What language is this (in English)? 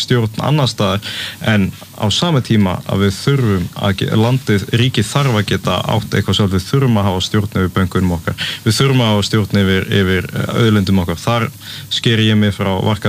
Icelandic